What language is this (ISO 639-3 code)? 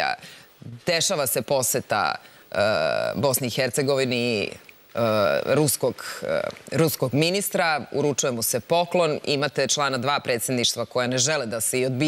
srp